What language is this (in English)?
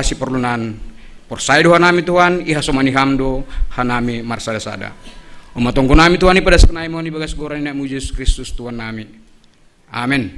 Batak Simalungun